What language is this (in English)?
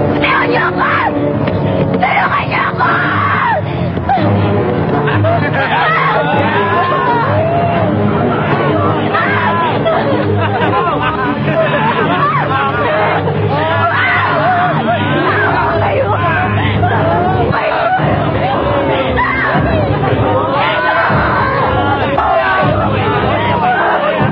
Filipino